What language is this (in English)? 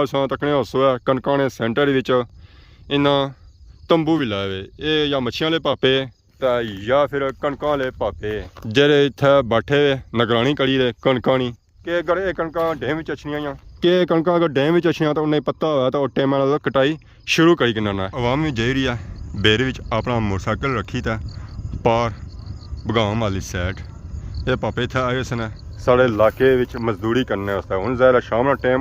Pahari-Potwari